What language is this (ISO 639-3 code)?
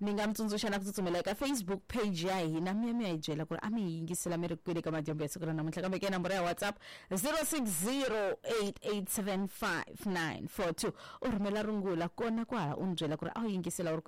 tso